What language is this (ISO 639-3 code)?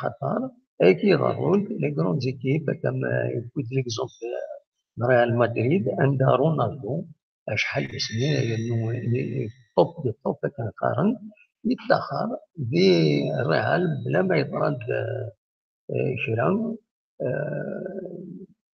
kab